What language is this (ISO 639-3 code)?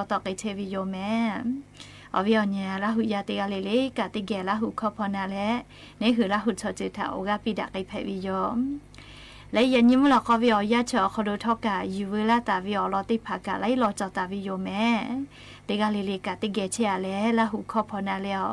lhu